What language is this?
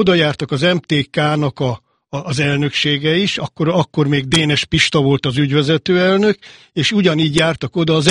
Hungarian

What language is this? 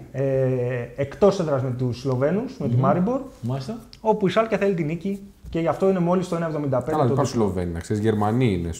Greek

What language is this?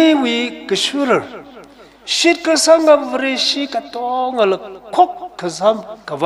Tangkhul Naga (India)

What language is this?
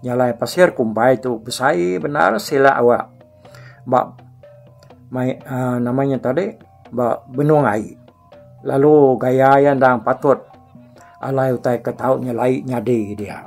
Iban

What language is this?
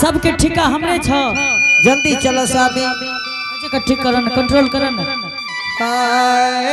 Angika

